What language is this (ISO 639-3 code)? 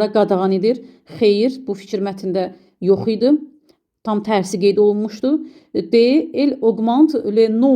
aze